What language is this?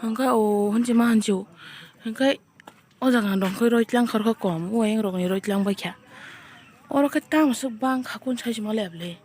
Kok Borok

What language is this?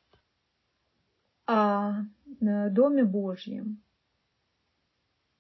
Russian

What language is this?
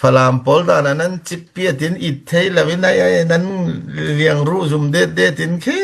Falam Chin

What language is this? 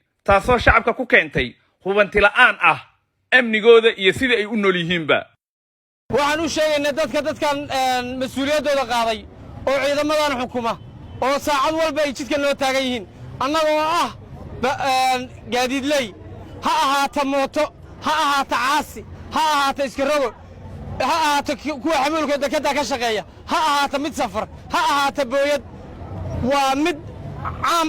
Somali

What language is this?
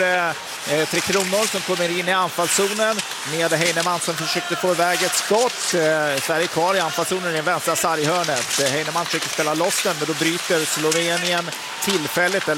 Swedish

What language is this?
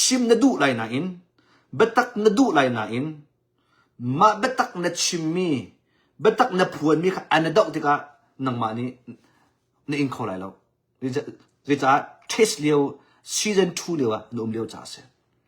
Hakha Chin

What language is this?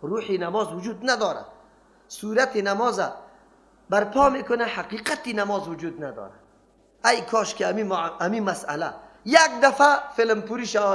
Persian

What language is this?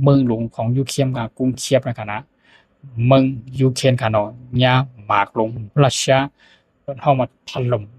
Shan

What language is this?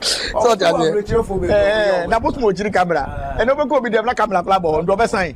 Akan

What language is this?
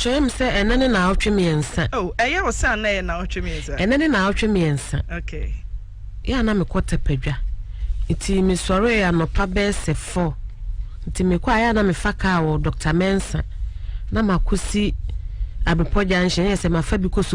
Akan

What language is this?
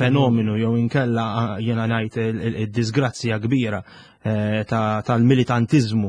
Maltese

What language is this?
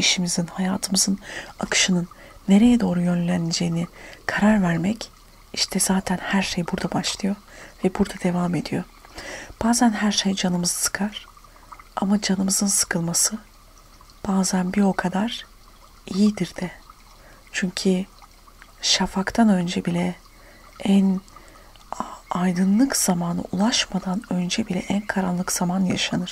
Turkish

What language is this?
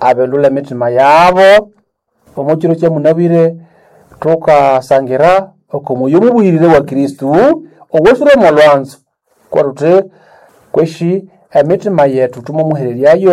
Nande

